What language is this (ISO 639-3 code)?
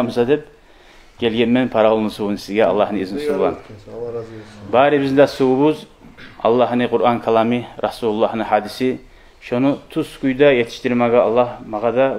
kum